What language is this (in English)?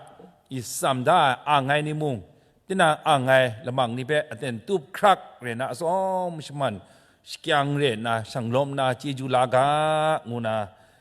Kachin